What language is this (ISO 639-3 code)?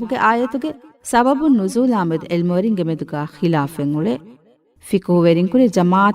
div